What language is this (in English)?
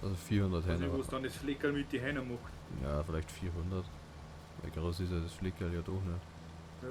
Bavarian